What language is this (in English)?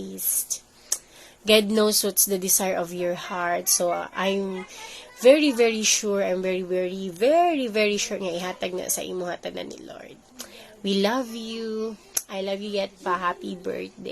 Cebuano